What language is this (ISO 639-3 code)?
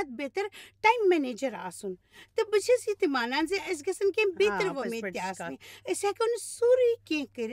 kas